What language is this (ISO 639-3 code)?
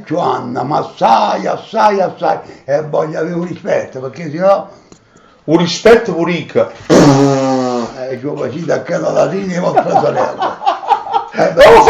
nap